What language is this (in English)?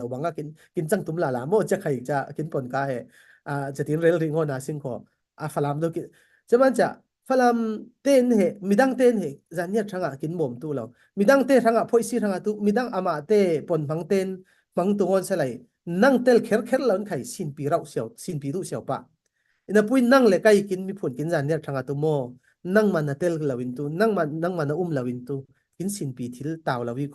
Falam Chin